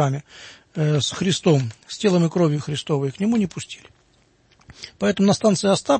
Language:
Russian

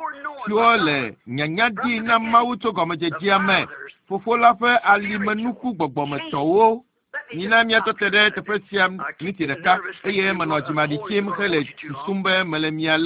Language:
Ewe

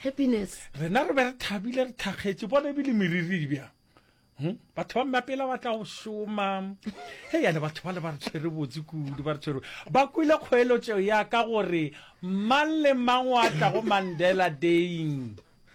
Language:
Northern Sotho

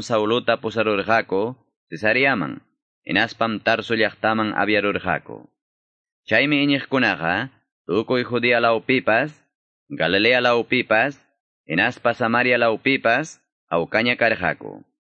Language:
Quechua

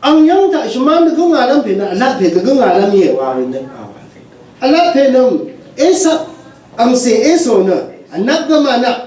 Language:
Rawang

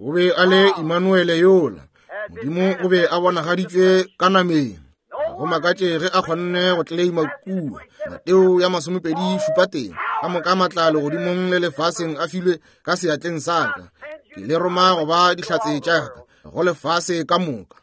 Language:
Northern Sotho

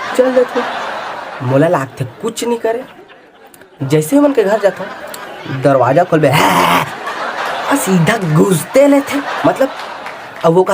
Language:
Chhattisgarhi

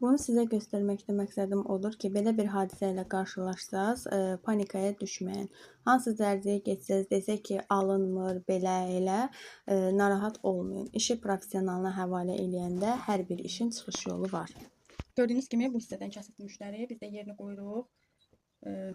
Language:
Azerbaijani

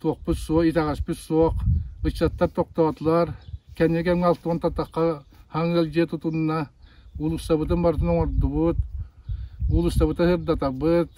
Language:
Yakut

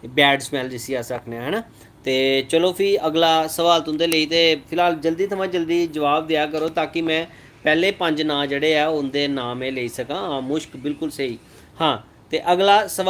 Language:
Dogri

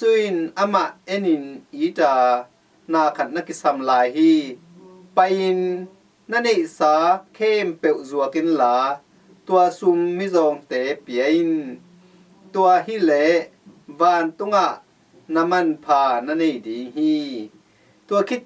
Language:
Tedim Chin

